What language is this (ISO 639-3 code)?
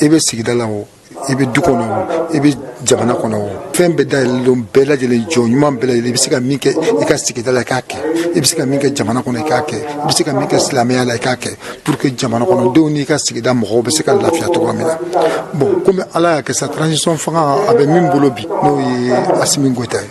bam